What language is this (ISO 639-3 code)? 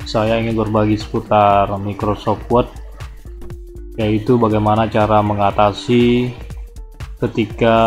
ind